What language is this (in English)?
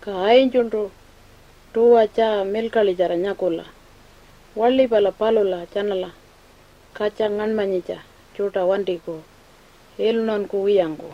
Pitjantjatjara